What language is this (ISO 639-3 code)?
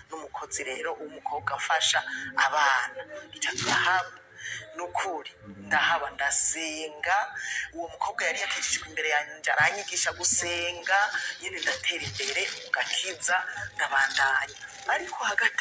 run